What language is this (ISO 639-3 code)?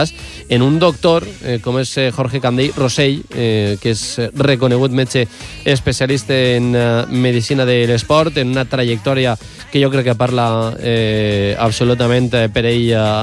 cat